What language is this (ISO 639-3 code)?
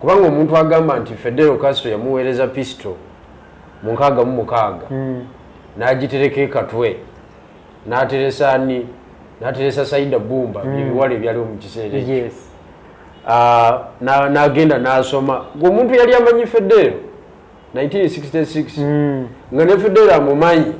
lug